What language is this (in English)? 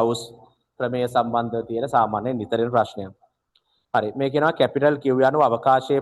Sinhala